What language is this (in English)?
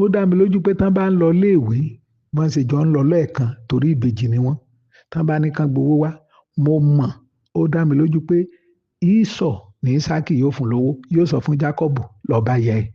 Yoruba